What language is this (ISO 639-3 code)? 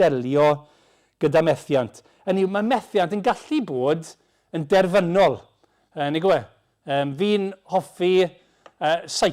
cym